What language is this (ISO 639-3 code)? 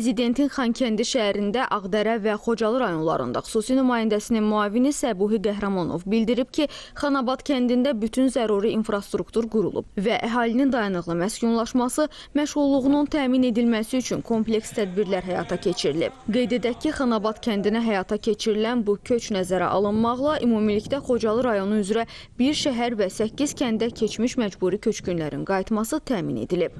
aze